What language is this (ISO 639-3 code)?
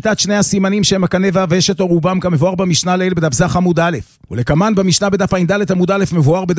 heb